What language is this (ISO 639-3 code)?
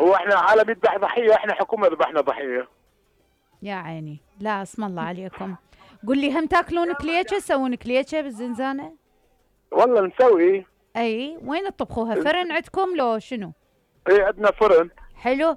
acm